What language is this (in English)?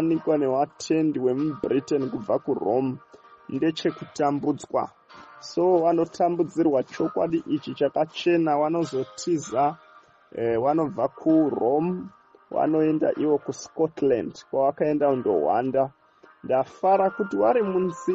Shona